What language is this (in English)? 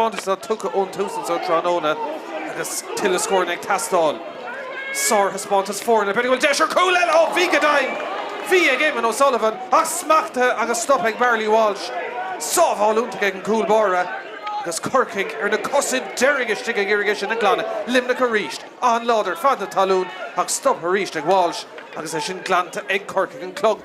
Irish